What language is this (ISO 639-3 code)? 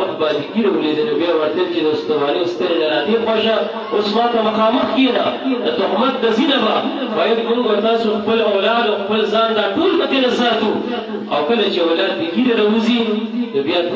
pus